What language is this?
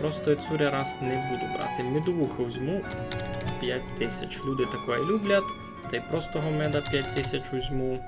Rusyn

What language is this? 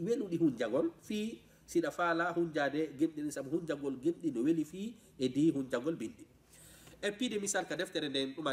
Fula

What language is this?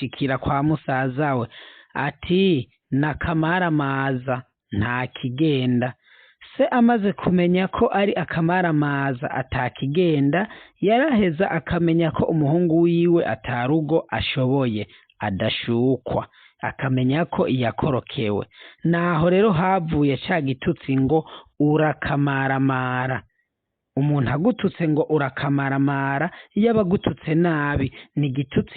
Rundi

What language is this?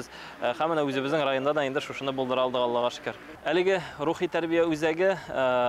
Tatar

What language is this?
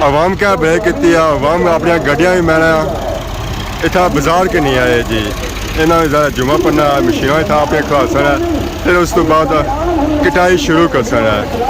Pahari-Potwari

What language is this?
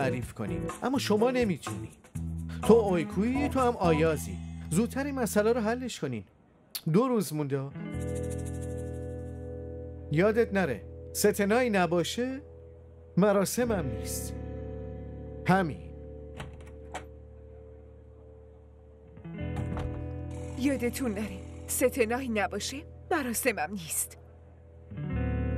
Persian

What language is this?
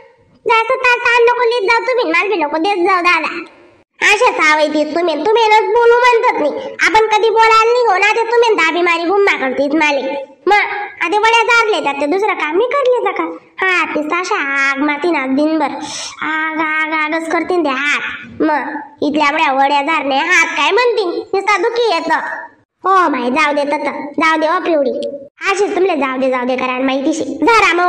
Khandesi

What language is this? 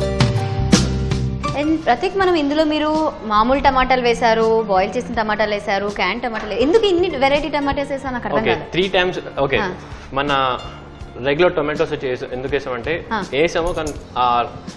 Telugu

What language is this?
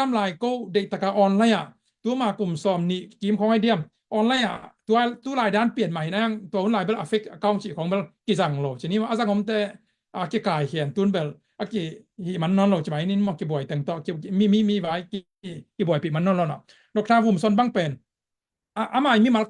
Tedim Chin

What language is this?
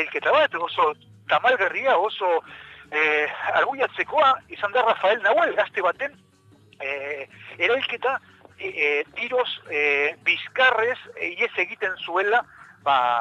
Basque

